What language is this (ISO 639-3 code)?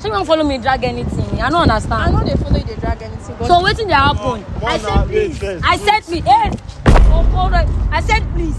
pcm